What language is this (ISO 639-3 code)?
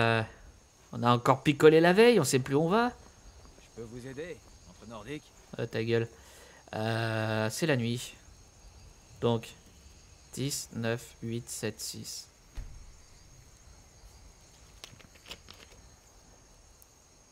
fra